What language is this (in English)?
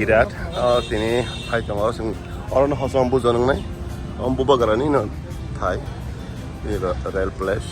Kok Borok